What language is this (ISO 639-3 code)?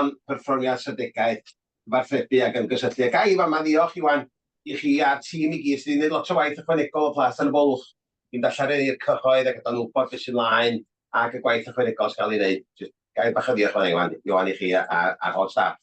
cym